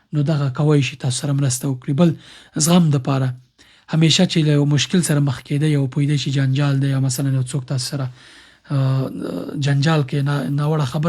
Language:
Pashto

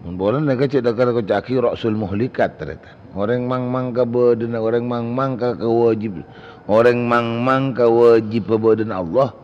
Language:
Madurese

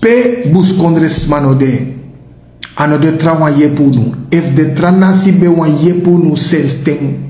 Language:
Sranan Tongo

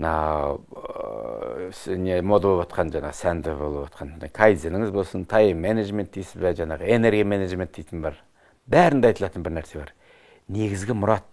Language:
Kazakh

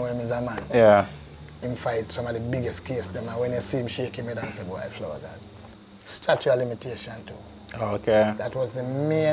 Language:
Jamaican Creole English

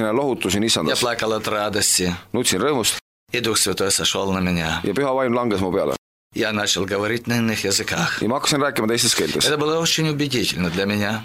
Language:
Estonian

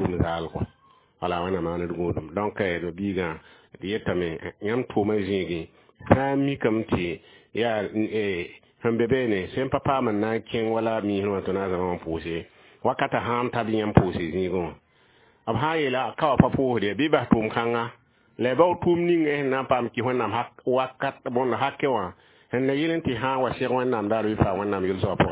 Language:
Mossi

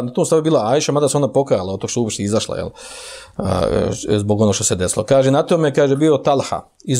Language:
Bosnian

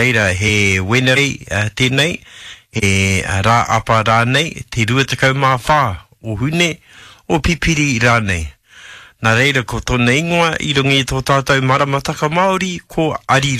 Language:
Māori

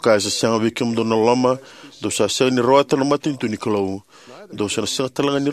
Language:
Fijian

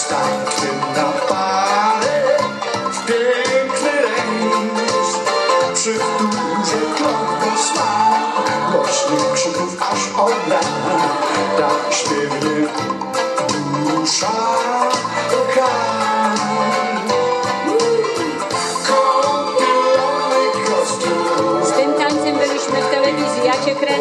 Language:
Polish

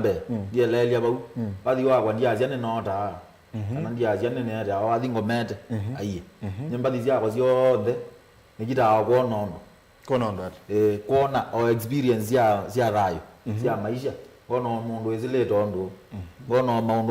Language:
Kamba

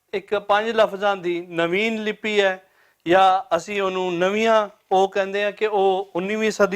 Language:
Western Panjabi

